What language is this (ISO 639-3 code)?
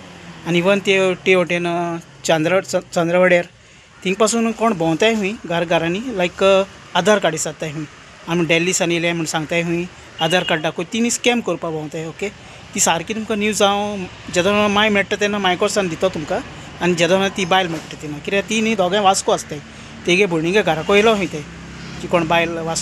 kok